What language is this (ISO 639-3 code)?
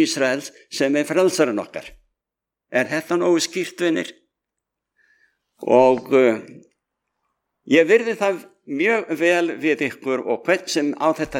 isl